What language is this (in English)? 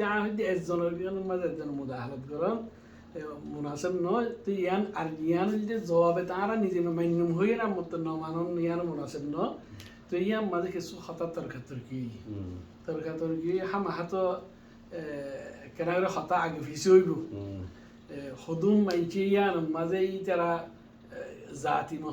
Rohingya